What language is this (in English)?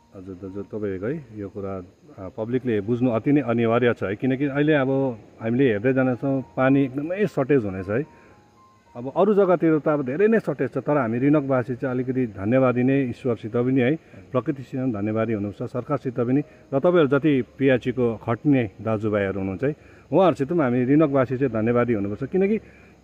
Nepali